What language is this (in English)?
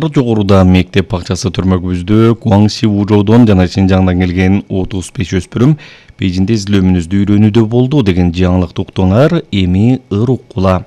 Kyrgyz